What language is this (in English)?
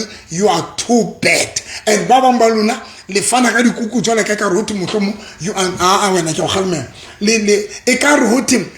Southern Sotho